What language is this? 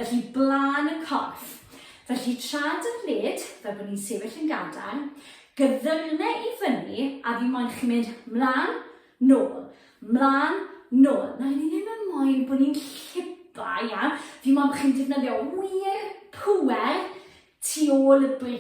Welsh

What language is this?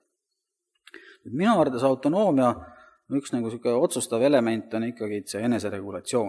Estonian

